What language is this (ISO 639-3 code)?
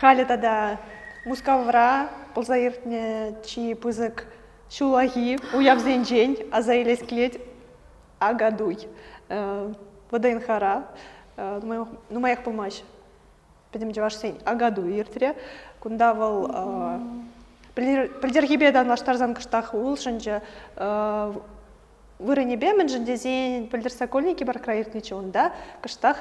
chv